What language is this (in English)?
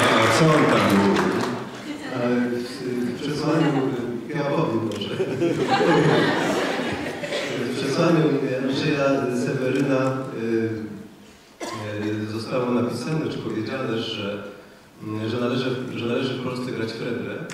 Polish